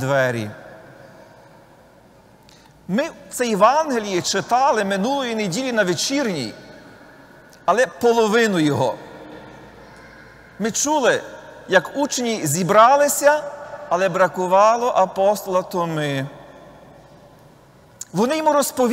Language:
Ukrainian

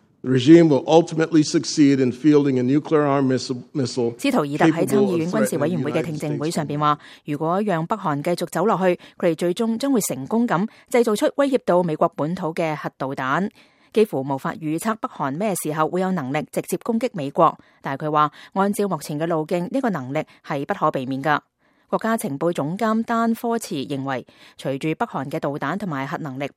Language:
Cantonese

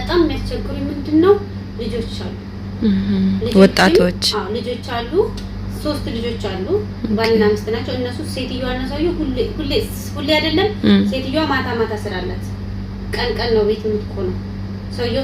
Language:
Amharic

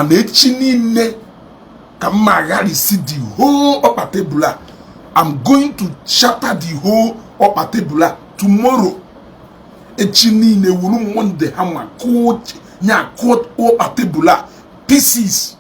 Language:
Igbo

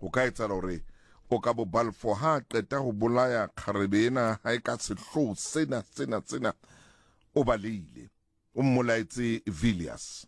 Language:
Southern Sotho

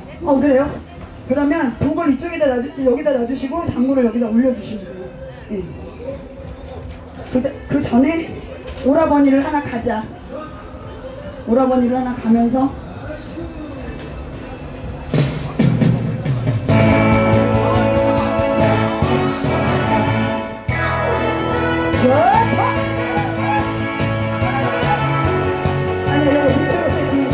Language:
Korean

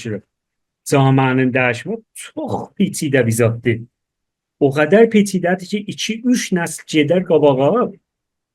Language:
South Azerbaijani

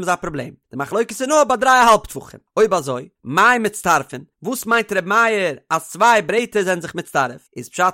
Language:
Yiddish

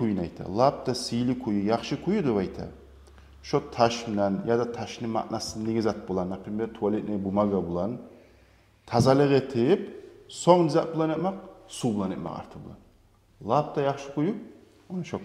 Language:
Kumyk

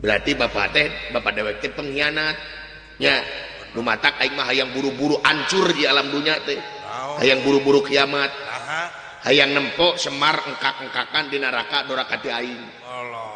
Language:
Sundanese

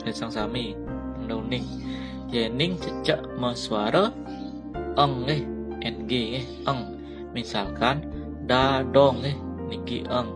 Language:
Balinese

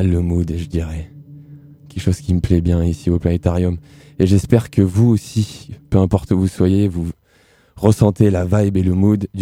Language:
French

